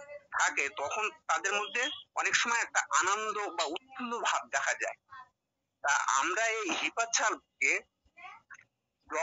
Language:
Bangla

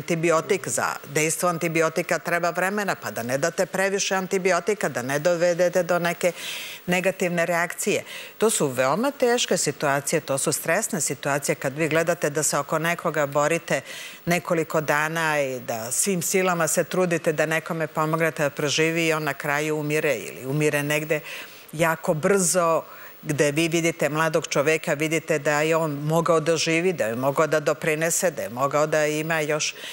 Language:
Serbian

